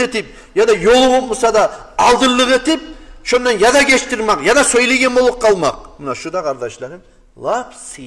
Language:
Kumyk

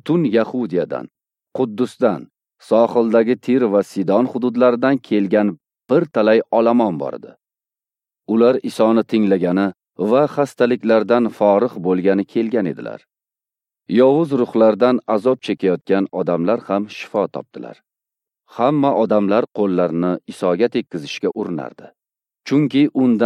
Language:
Uzbek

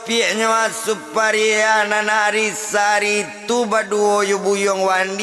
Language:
Minangkabau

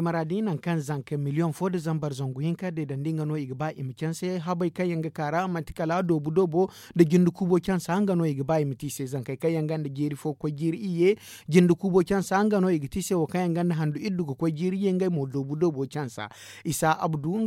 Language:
Zarma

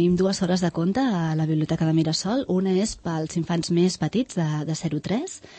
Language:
Catalan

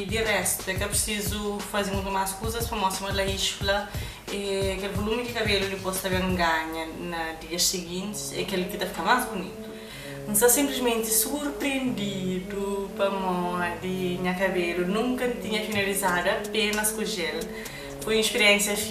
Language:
Kabuverdianu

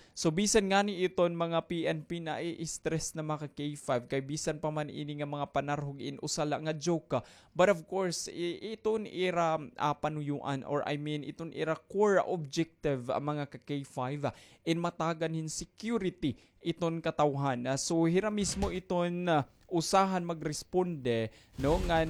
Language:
Waray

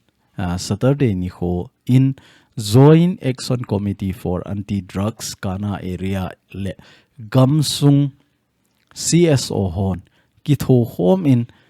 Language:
Thado Chin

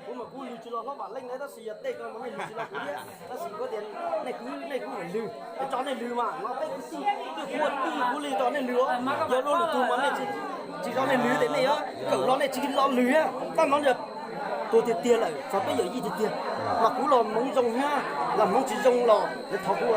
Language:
Hmong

